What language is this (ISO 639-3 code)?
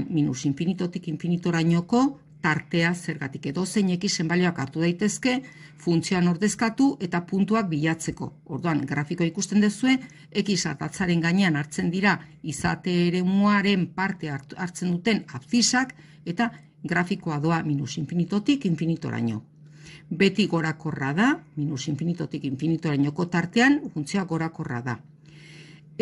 eus